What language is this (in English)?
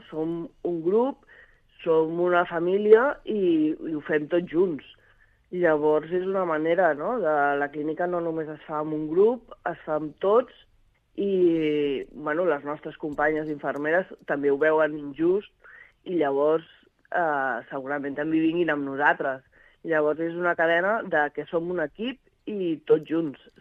Catalan